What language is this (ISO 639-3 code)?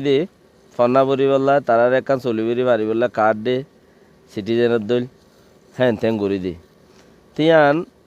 rhg